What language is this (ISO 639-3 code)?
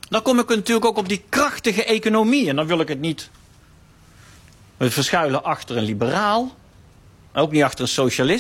nld